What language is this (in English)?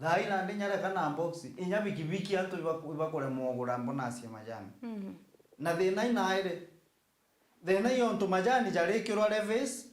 Meru